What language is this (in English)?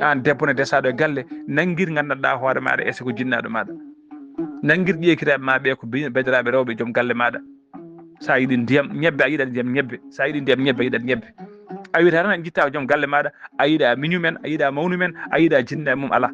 Fula